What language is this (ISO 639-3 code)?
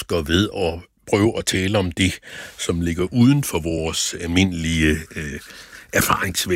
dan